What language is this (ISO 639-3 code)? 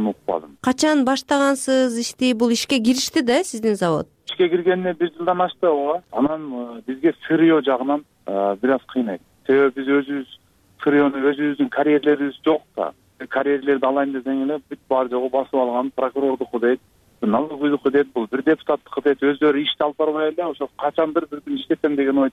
kir